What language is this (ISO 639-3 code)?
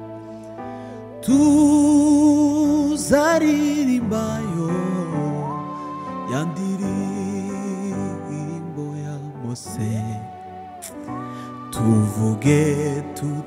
kin